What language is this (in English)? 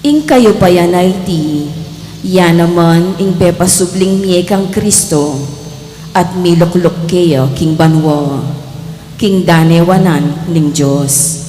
Pampanga